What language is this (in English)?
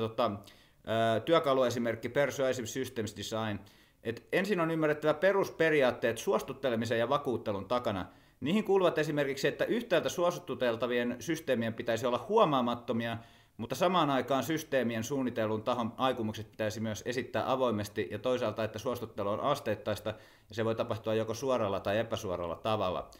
Finnish